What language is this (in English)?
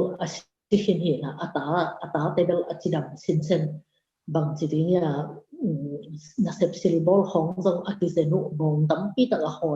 Tedim Chin